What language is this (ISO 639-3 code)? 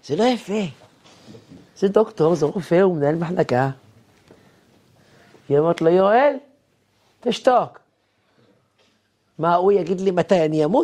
heb